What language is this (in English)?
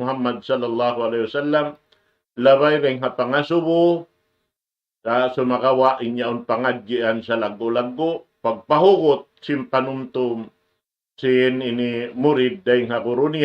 Tausug